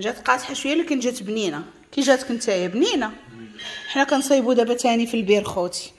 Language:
Moroccan Arabic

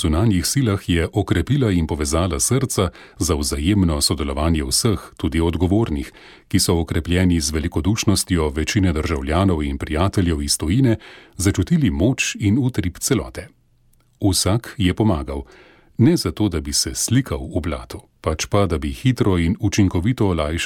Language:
Slovenian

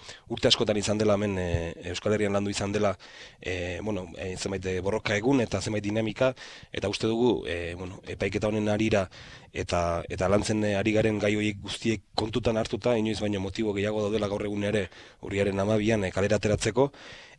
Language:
Basque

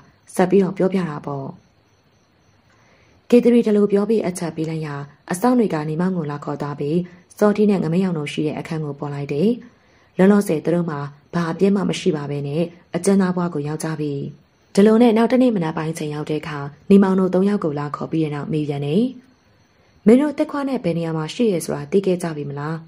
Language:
Burmese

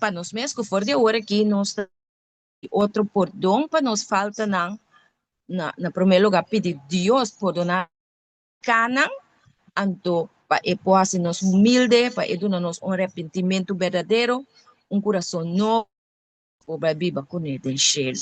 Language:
Papiamento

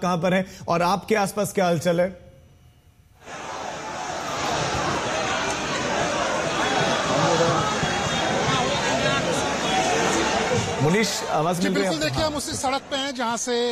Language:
Hindi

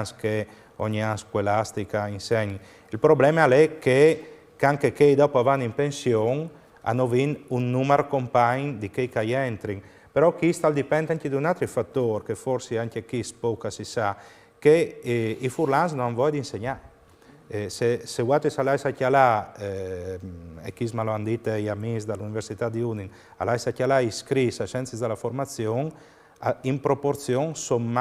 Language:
Friulian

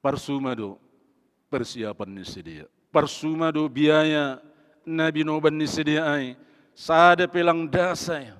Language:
Batak Simalungun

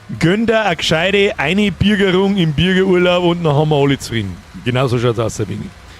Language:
Bavarian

